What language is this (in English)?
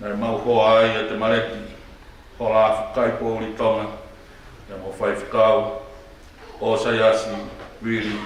Tongan